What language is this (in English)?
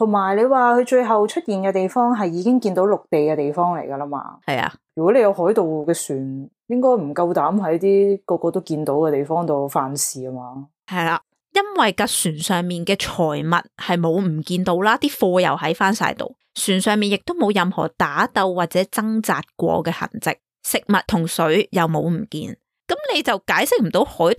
Cantonese